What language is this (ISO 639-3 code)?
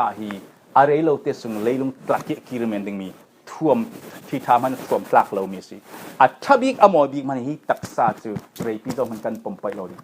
cfm